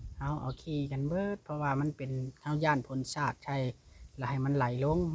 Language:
Lao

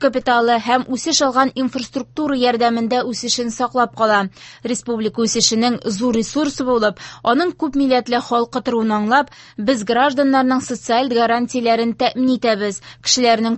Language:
Tatar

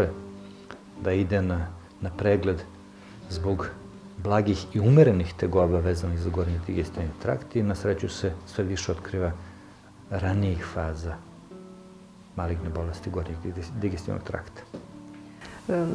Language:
Serbian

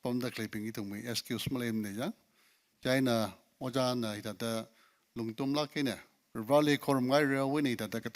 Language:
Tangkhul Naga (India)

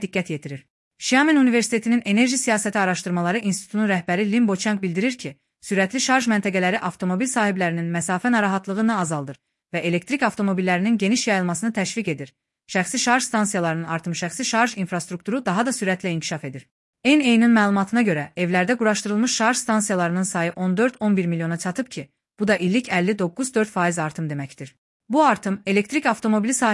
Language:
Azerbaijani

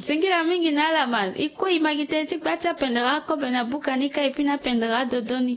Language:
Sango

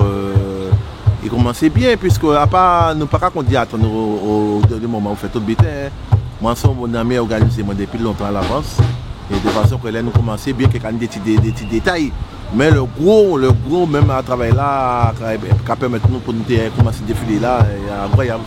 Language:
Guadeloupean Creole French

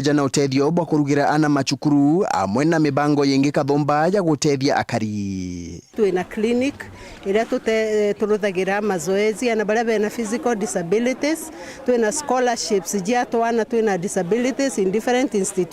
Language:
Meru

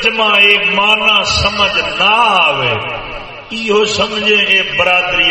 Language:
Saraiki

